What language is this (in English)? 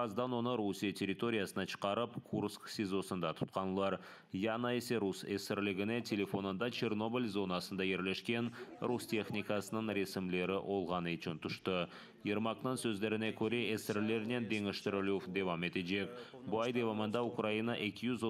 Crimean Tatar